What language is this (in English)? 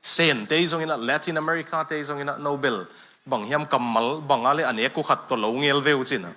Tedim Chin